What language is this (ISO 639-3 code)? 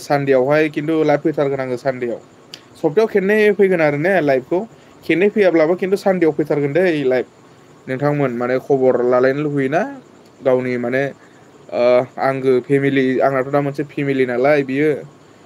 brx